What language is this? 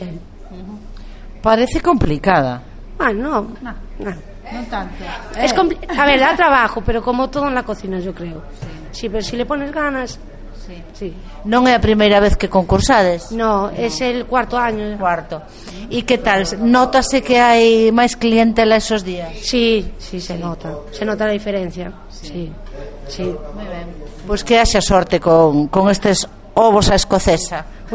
Galician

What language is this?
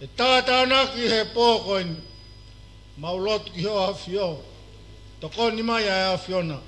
Tongan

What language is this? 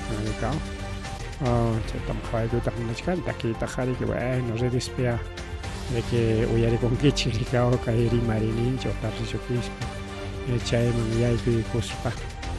Ayacucho Quechua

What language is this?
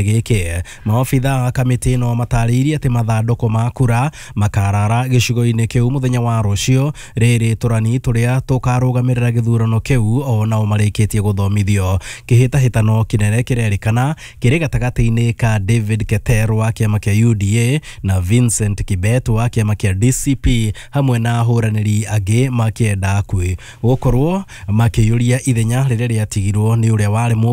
Kikuyu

